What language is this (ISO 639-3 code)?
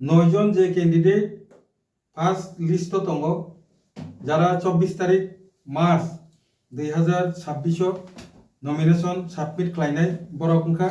trp